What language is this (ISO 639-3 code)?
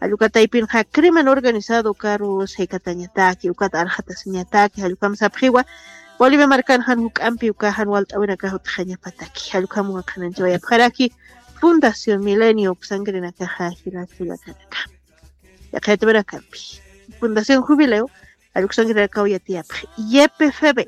aym